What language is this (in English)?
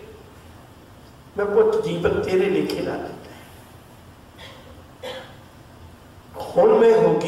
Punjabi